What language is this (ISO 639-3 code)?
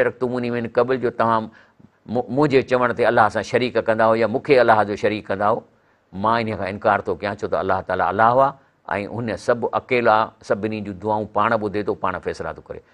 snd